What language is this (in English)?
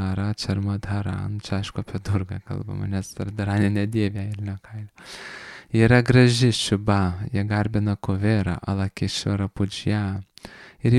Lithuanian